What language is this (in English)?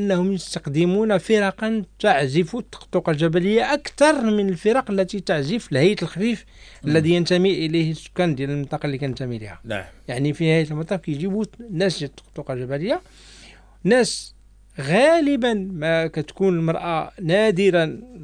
Moroccan Arabic